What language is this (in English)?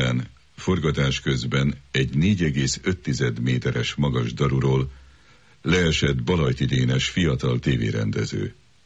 Hungarian